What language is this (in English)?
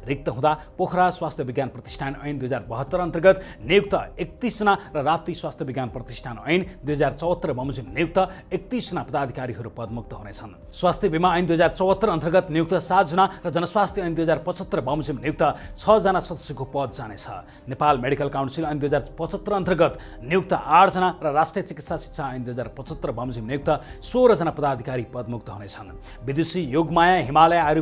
Nepali